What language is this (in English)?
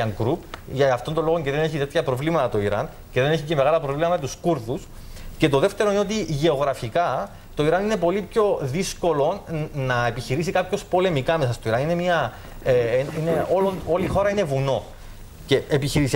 Greek